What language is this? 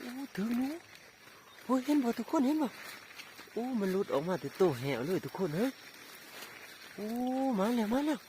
Lao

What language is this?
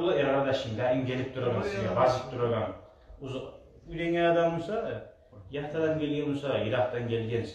Kumyk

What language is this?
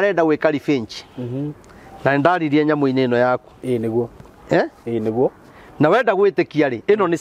Kikuyu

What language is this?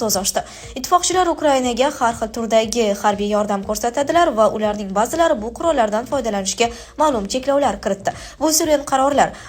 Uzbek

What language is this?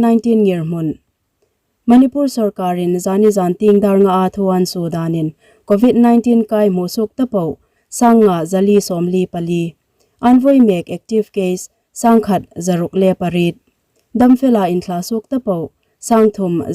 Hmar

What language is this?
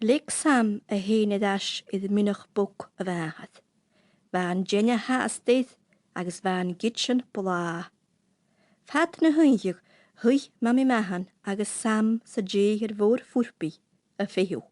Scottish Gaelic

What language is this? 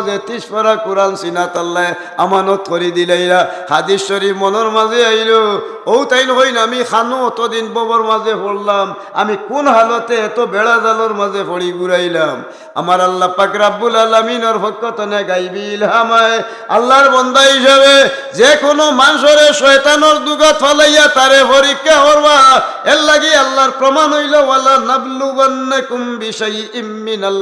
Sylheti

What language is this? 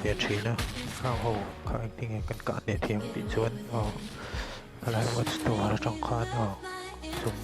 Mizo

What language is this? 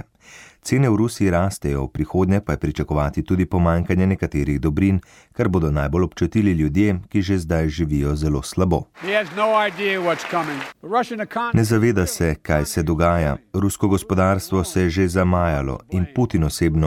Slovenian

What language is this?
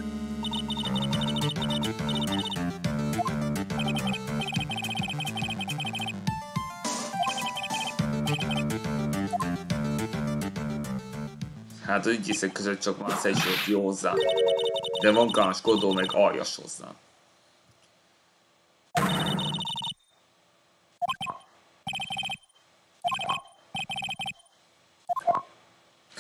Hungarian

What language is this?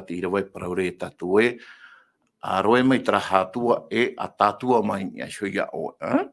Tahitian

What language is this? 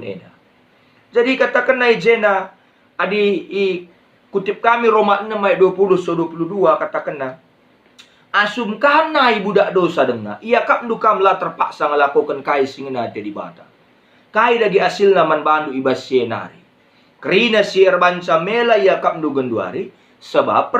Batak Karo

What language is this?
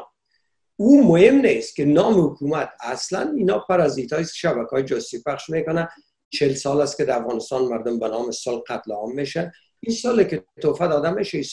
Persian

